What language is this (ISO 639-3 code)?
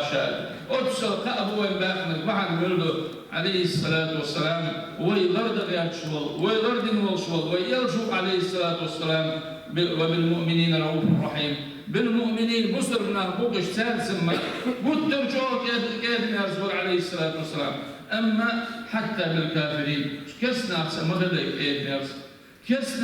che